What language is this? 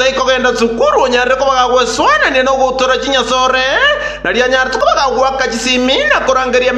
Gusii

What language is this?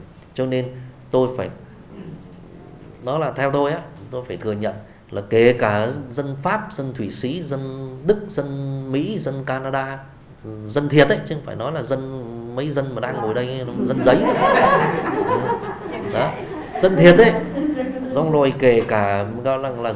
Vietnamese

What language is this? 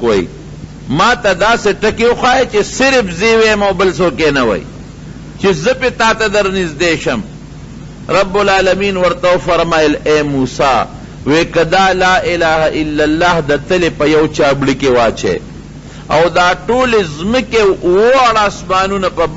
Pashto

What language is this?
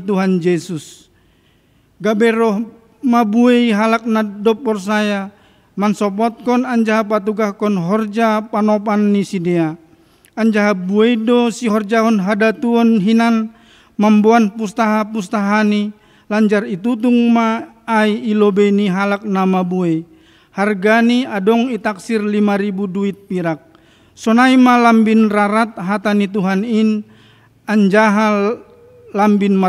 Batak Simalungun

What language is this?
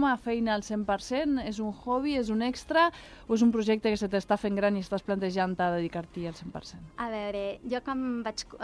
Catalan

